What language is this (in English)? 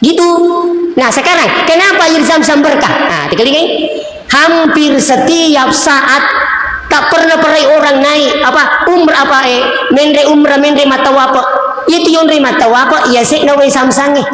Buginese